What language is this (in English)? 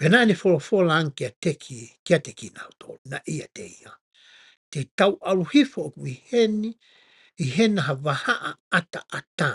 Tongan